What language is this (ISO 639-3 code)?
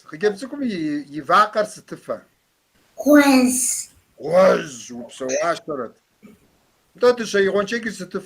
kbd